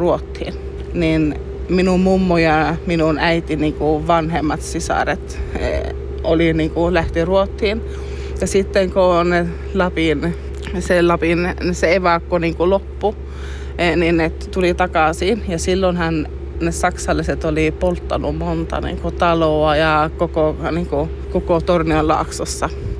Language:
Finnish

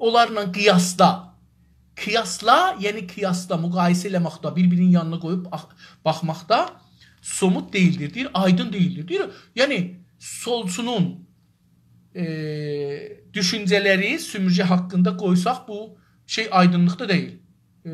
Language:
South Azerbaijani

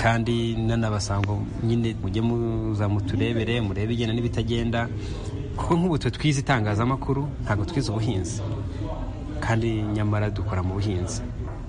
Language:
Kinyarwanda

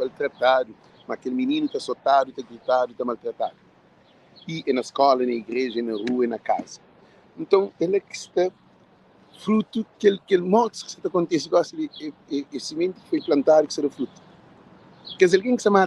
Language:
Kabuverdianu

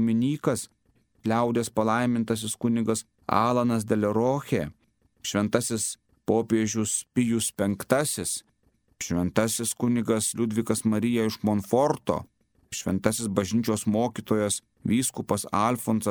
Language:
Lithuanian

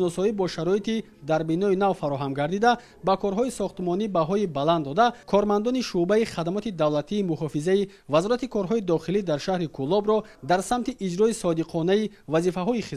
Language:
Tajik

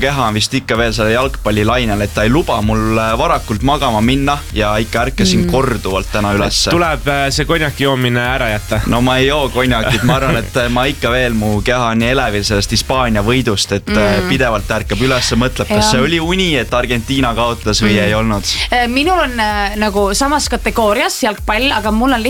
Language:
Estonian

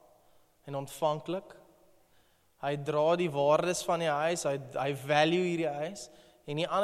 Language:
Afrikaans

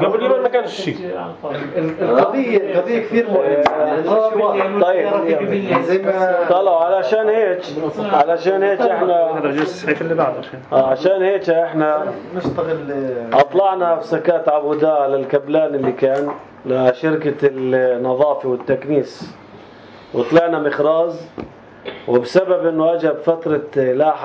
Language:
North Levantine Arabic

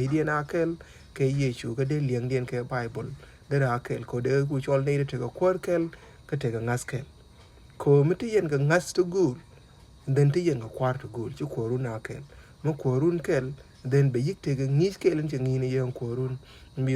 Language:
Nuer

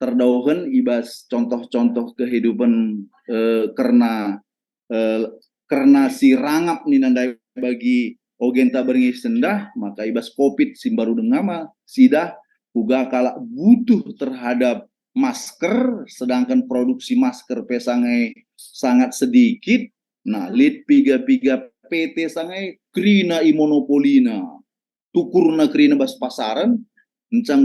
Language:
Batak Karo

